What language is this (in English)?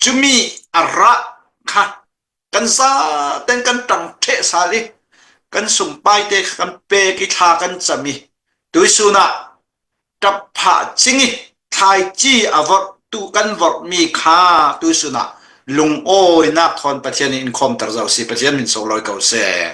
Hakha Chin